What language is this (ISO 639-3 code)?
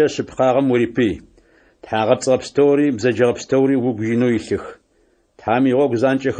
ady